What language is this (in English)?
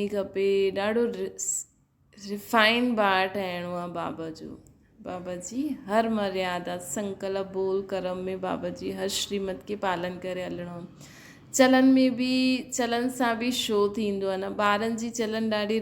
Sindhi